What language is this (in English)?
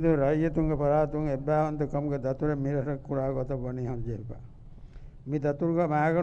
Divehi